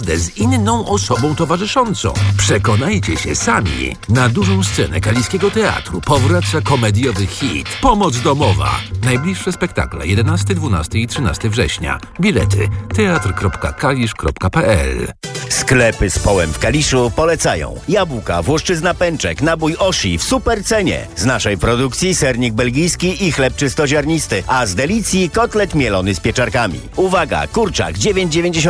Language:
Polish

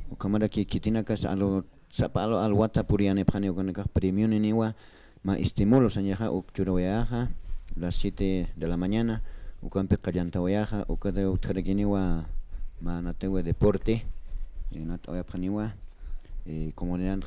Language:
Aymara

